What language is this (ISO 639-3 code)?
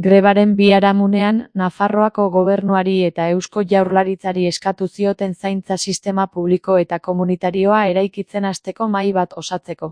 eus